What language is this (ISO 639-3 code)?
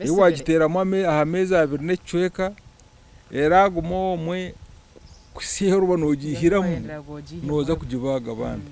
nyn